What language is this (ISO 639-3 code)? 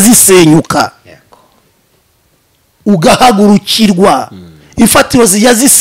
kin